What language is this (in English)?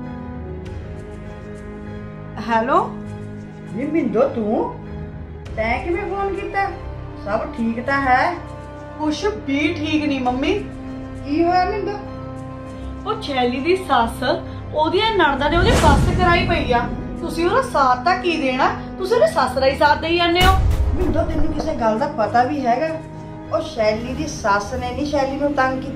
Punjabi